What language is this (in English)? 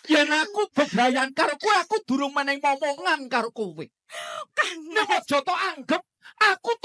Javanese